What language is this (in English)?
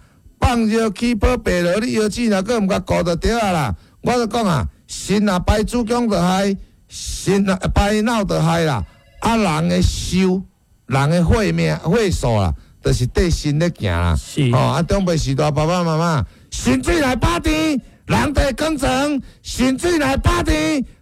Min Nan Chinese